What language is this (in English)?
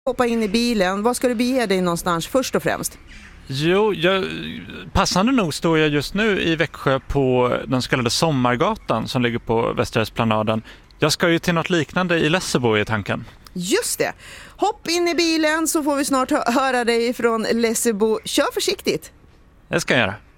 Swedish